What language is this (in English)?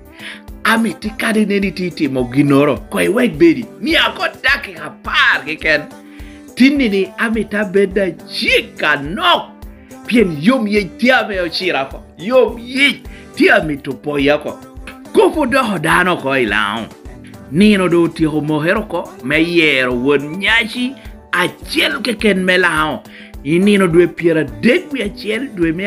Lango (Uganda)